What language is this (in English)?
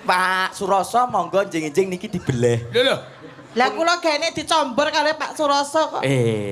Javanese